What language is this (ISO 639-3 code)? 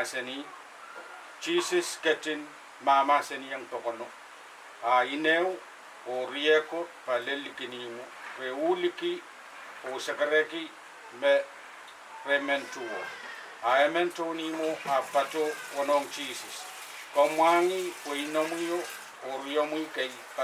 pon